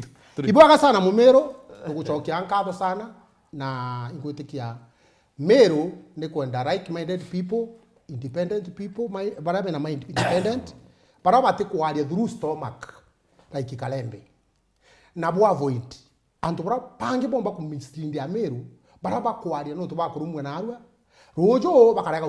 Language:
Meru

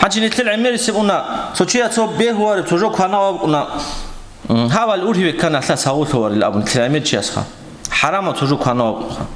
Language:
Avaric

